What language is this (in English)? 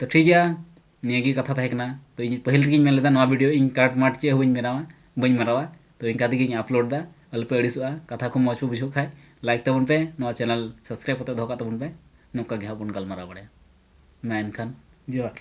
Santali